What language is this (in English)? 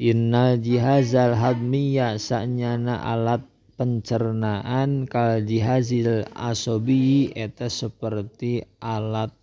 Sundanese